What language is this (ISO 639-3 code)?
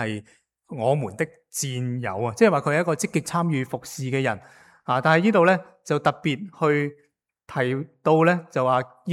yue